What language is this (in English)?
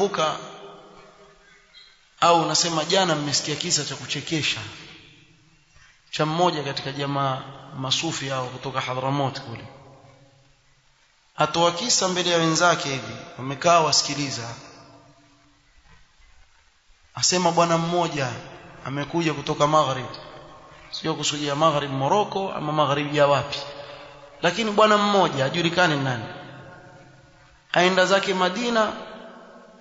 Swahili